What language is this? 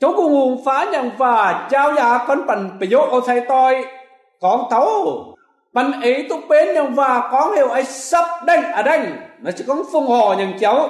Kim Mun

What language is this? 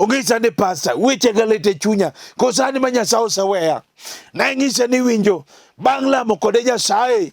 Luo (Kenya and Tanzania)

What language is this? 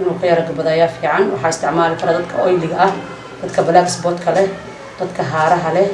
Somali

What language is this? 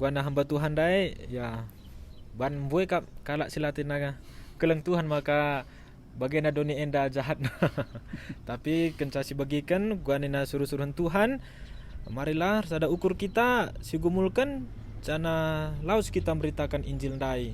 Batak Karo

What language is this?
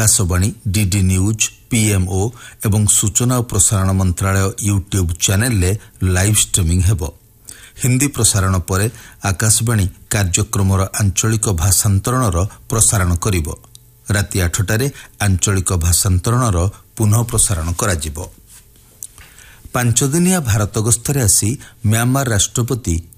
Odia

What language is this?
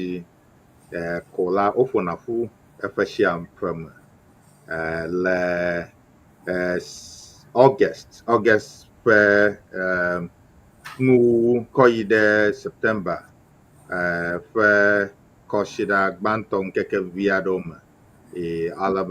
Ewe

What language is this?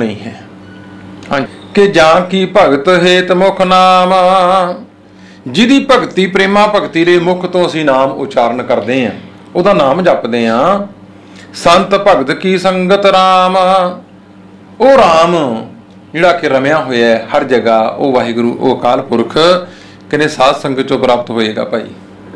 Punjabi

